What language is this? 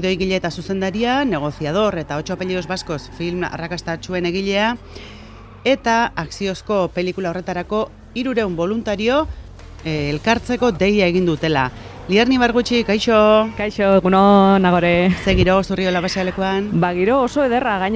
Basque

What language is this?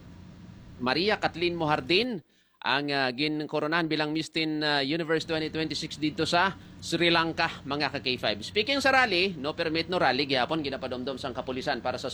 Hiligaynon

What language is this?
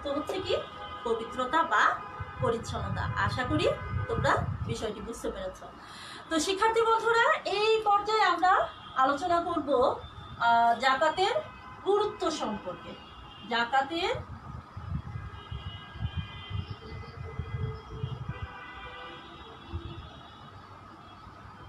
Bangla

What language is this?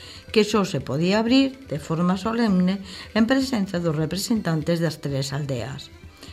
Galician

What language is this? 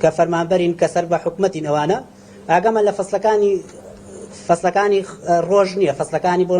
Central Kurdish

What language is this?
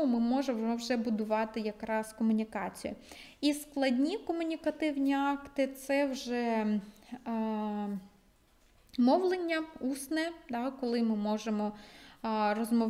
Ukrainian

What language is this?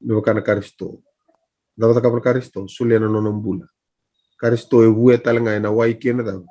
Fijian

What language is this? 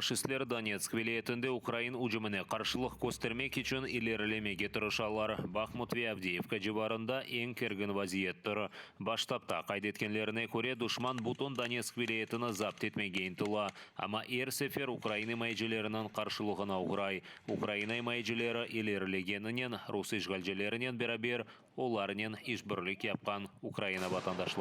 Crimean Tatar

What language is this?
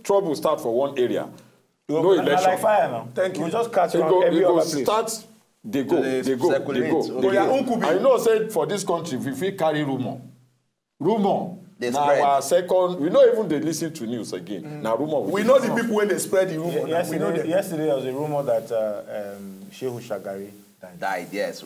Nigerian Pidgin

